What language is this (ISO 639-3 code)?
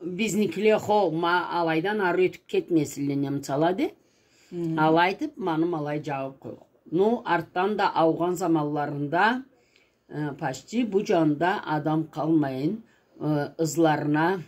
krc